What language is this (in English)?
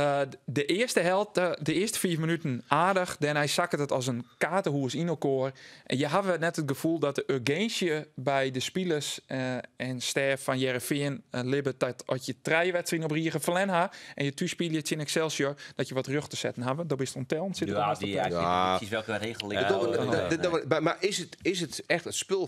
Western Frisian